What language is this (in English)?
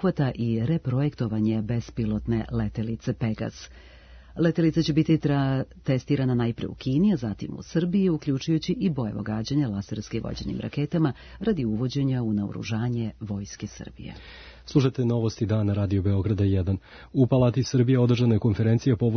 Serbian